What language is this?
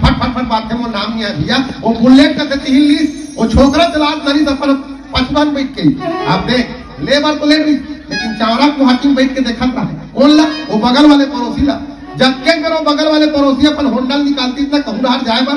Chhattisgarhi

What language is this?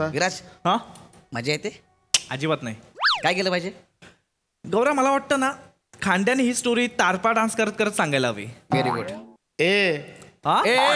Marathi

